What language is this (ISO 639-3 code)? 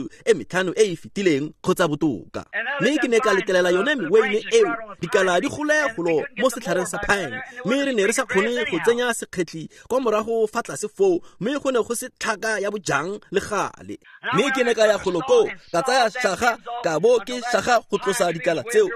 tsn